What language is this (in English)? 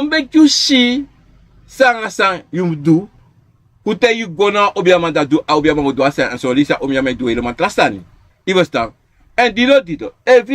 Sranan Tongo